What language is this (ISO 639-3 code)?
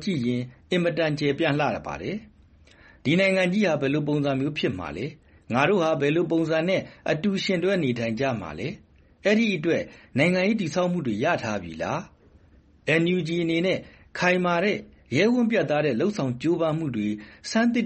mya